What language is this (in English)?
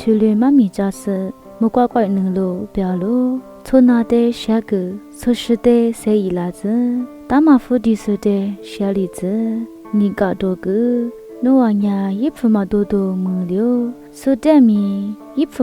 Lisu